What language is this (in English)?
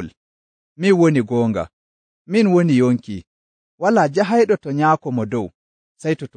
Nigerian Fulfulde